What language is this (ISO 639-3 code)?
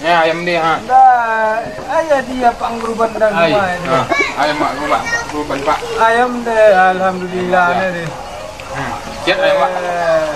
min